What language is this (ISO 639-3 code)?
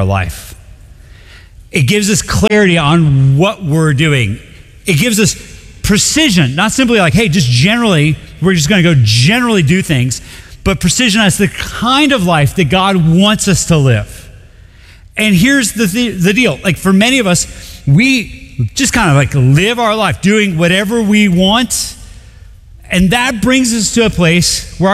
eng